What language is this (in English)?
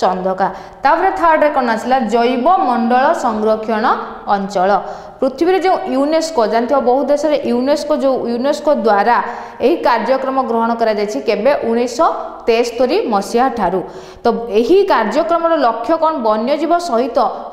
Odia